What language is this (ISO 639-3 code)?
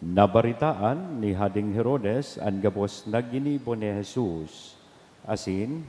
bik